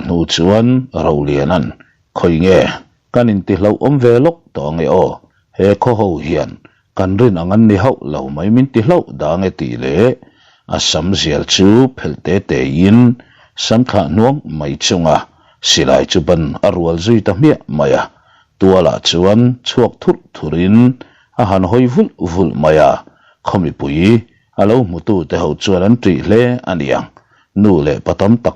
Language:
Mizo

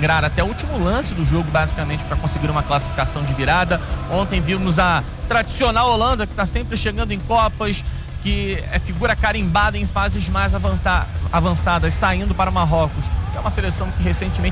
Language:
Portuguese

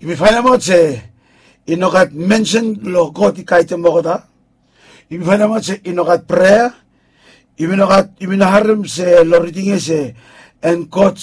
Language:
Bislama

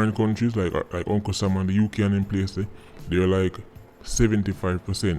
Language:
Jamaican Creole English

